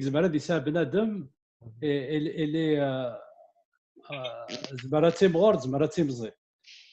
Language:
Kabyle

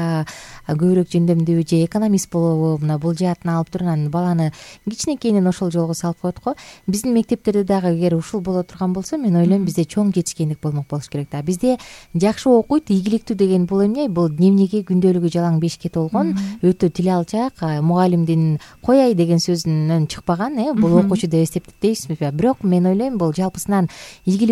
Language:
Kyrgyz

